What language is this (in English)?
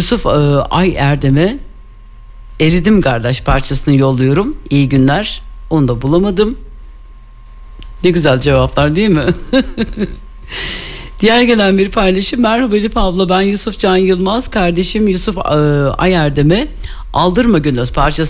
Turkish